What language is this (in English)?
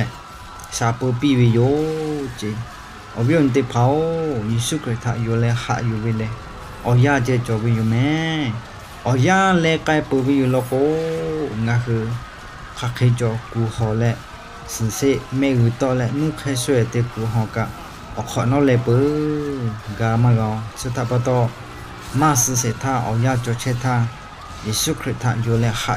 Lahu